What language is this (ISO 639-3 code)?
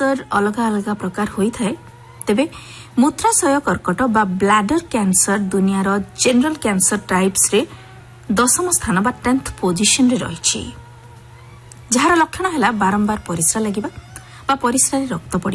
ori